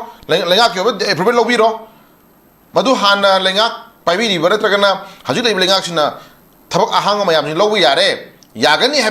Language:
Manipuri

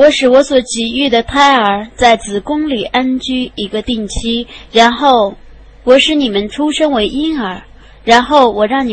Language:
Chinese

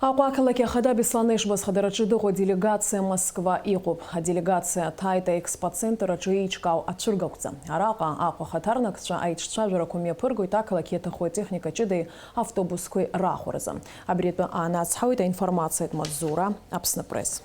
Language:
Abkhazian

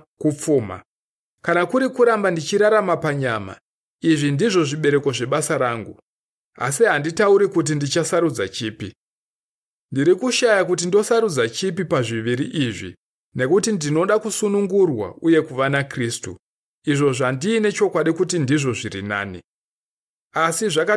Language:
Shona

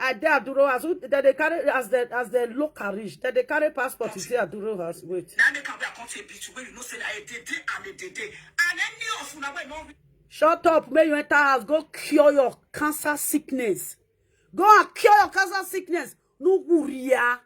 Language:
Nigerian Pidgin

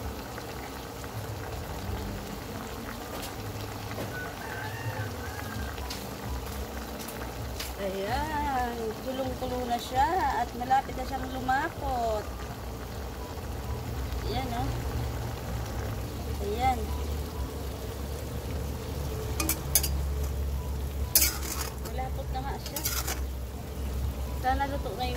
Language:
Filipino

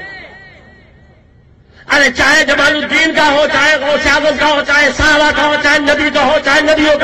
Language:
Urdu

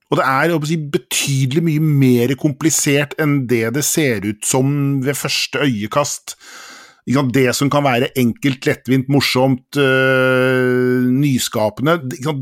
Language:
Norwegian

